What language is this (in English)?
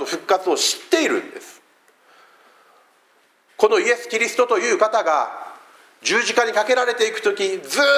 Japanese